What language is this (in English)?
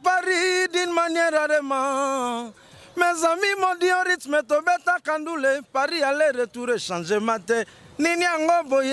Lingala